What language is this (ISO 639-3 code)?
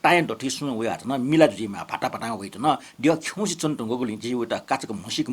new